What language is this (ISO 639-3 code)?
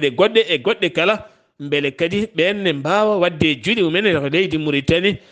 ful